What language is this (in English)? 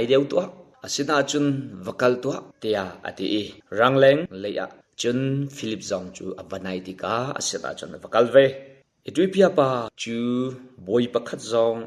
Hakha Chin